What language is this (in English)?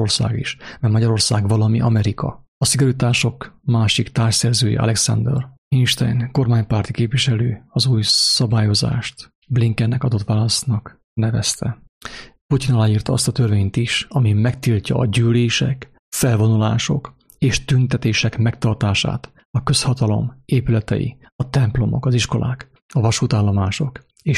Hungarian